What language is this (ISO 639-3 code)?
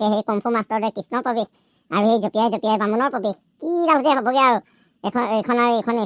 asm